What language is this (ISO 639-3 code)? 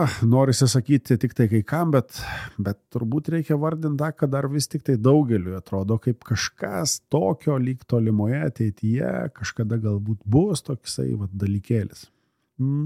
lit